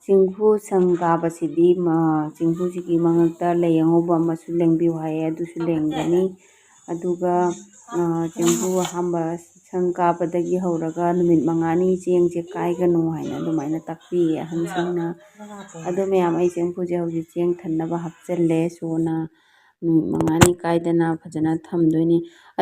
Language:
Manipuri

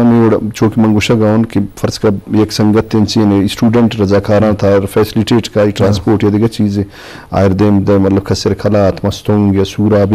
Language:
Eastern Balochi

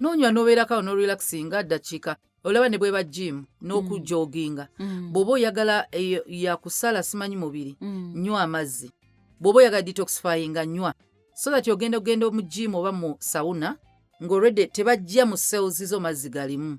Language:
Ganda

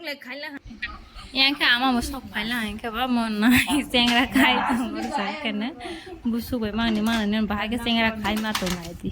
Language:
Kok Borok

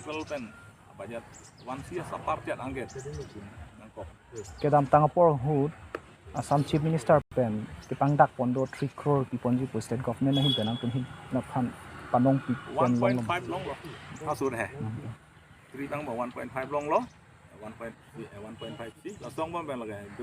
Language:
Karbi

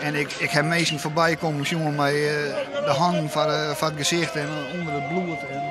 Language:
Western Frisian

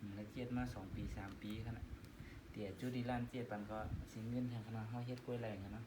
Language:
Shan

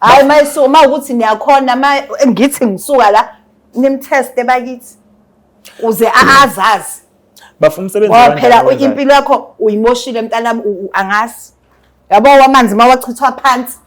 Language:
Zulu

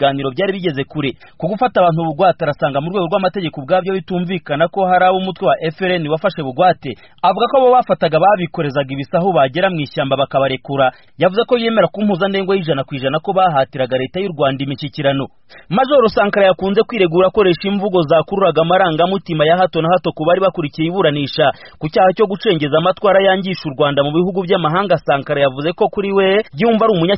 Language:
Kinyarwanda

